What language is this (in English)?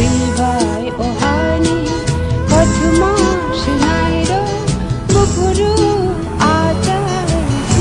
Kok Borok